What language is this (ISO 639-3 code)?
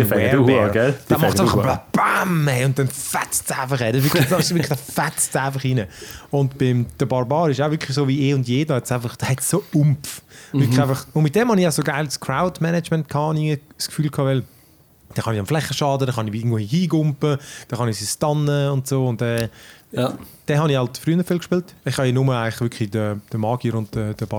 deu